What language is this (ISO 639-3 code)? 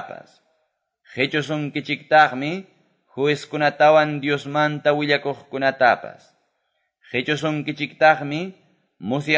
que